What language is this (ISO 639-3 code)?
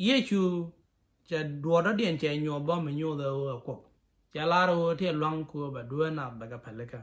nus